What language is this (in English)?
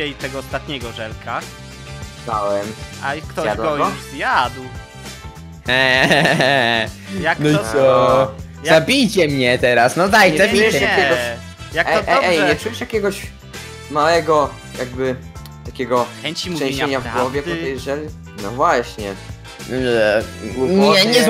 Polish